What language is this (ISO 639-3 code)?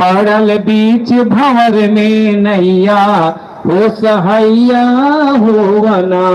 mag